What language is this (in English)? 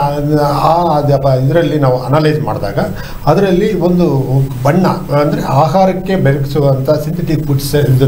Kannada